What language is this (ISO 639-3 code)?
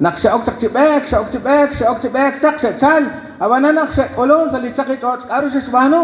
kek